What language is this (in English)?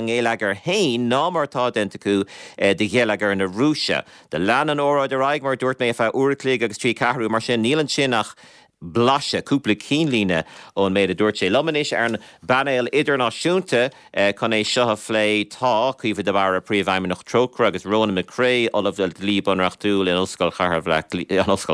Irish